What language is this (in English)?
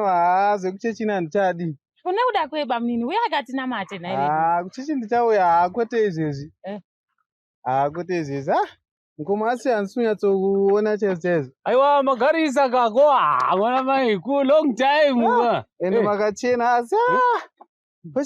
Shona